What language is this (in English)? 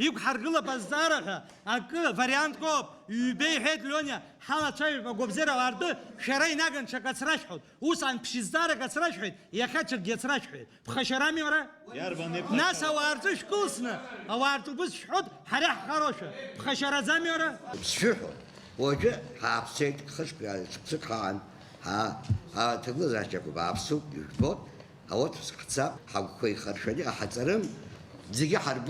Abkhazian